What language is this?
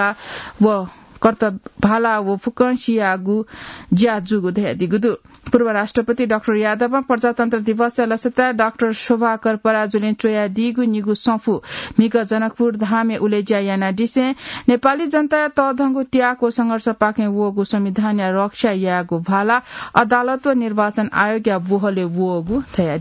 Newari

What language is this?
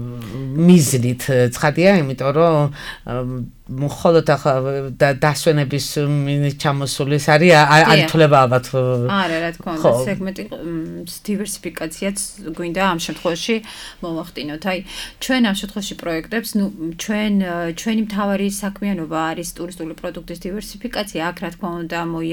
Georgian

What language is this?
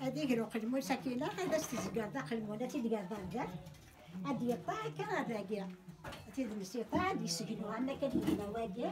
Kabyle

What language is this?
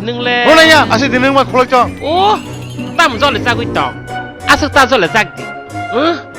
Kok Borok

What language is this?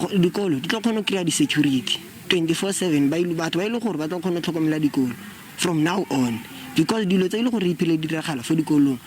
Tswana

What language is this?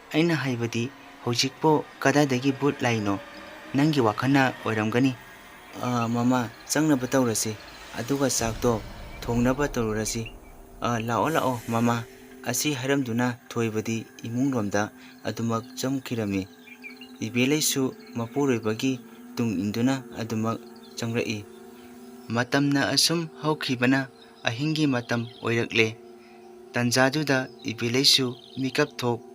Manipuri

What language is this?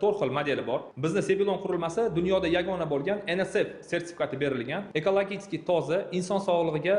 Uzbek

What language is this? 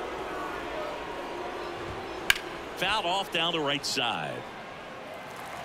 English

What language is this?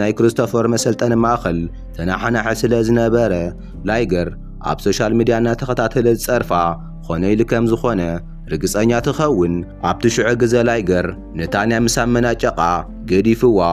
Tigrinya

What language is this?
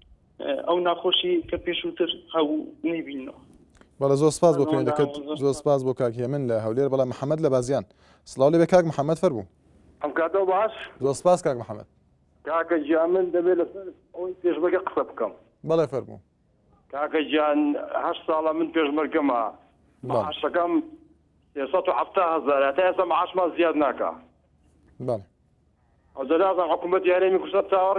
Central Kurdish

